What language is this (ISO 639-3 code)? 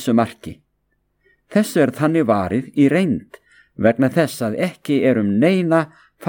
isl